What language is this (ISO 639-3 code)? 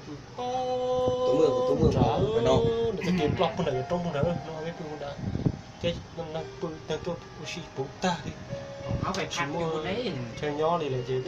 hmn